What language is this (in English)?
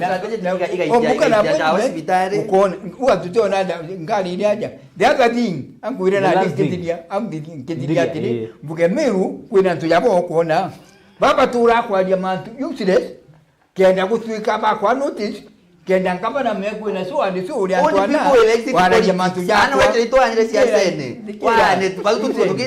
Meru